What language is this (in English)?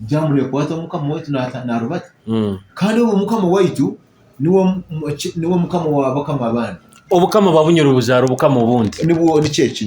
Nyoro